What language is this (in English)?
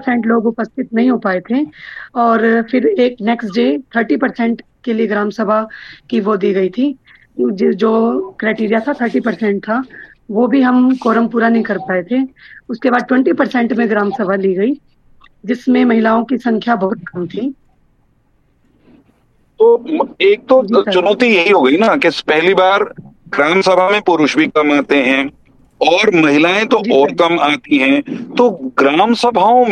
Hindi